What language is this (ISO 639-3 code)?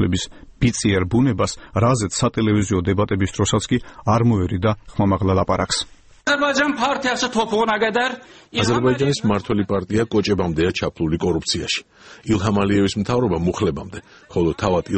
kat